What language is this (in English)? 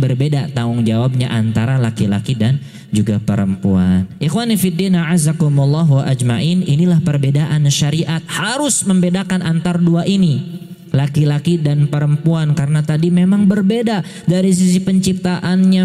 Indonesian